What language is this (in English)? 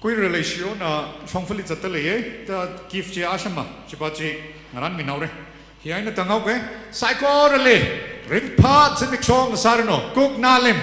Tangkhul Naga (India)